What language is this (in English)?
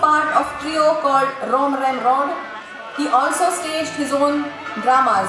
Konkani